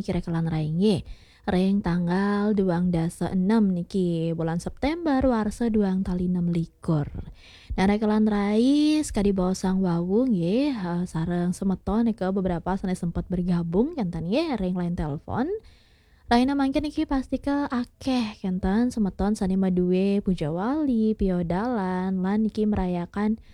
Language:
Balinese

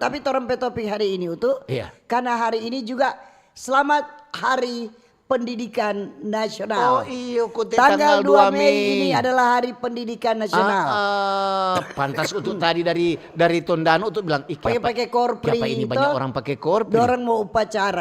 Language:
Manado Malay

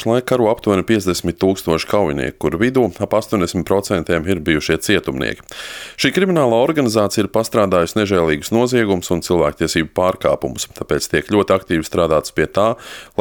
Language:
Latvian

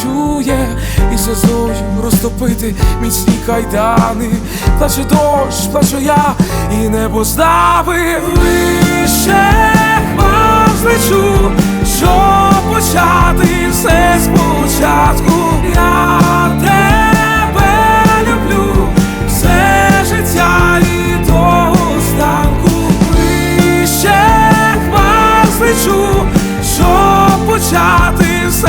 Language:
Ukrainian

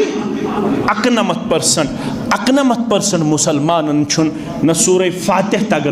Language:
Kashmiri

